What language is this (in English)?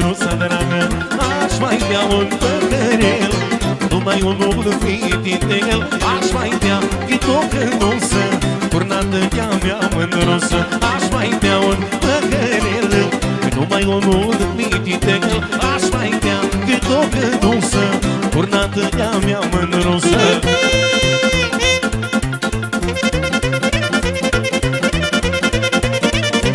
Romanian